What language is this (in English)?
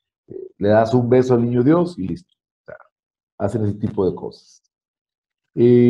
Spanish